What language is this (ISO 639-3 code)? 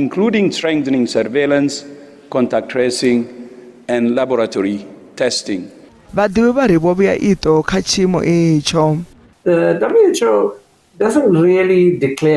ven